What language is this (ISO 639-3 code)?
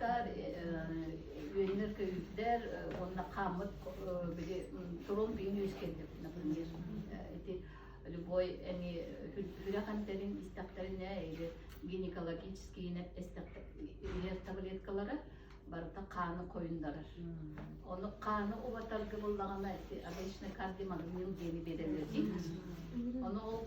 sah